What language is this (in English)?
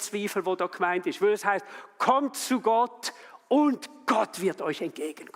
Swiss German